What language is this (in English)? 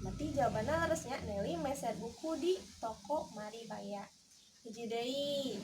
Sundanese